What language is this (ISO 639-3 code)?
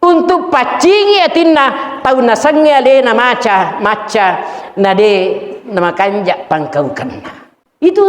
bug